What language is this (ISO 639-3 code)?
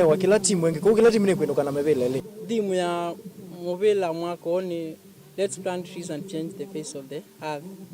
kam